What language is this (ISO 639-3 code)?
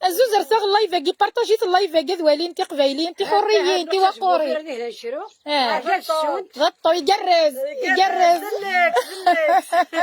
kab